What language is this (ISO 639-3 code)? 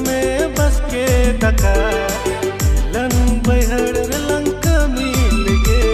sat